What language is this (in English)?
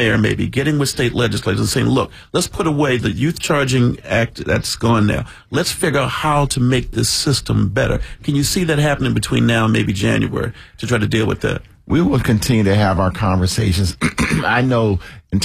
English